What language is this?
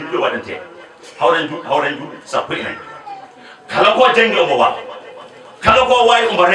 Fula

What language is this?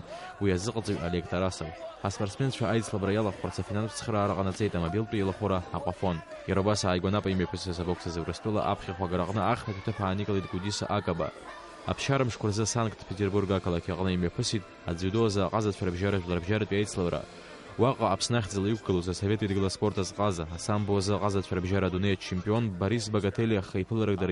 Abkhazian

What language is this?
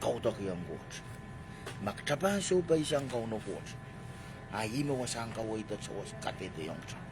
Pohnpeian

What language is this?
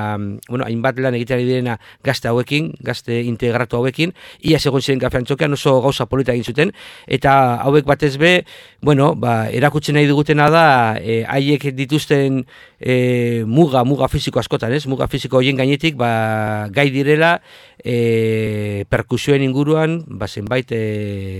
Basque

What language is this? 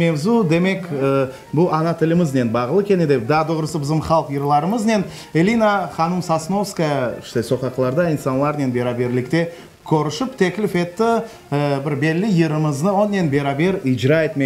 Crimean Tatar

